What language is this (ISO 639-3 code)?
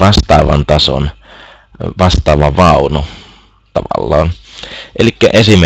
fin